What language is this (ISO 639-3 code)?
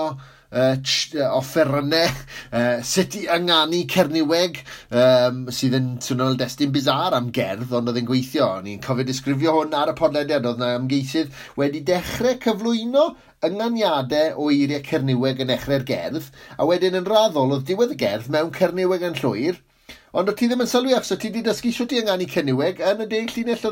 cym